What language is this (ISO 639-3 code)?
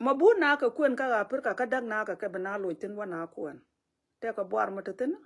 nus